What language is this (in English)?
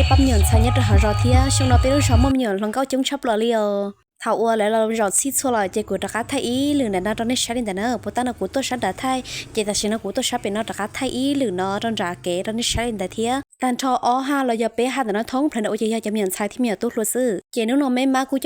Hmong